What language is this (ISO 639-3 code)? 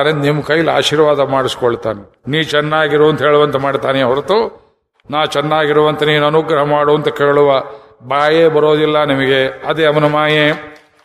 kan